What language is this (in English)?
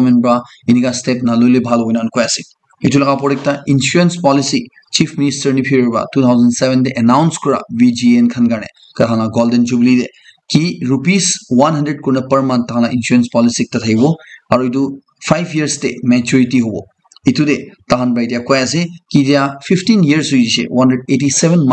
Naga Pidgin